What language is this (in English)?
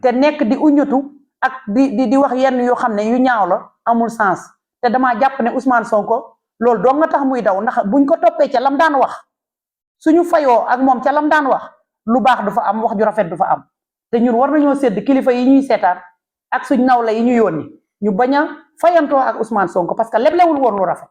Wolof